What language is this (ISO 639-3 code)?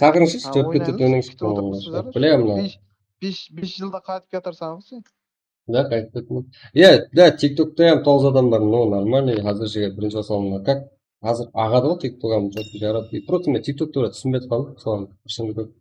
kaa